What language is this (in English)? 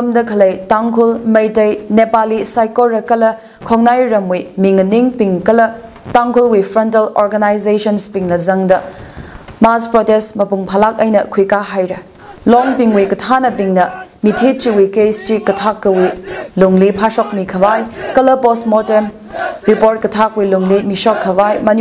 Tangkhul Naga (India)